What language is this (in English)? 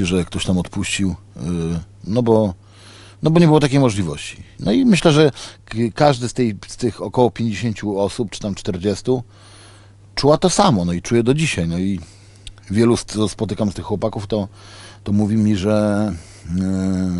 Polish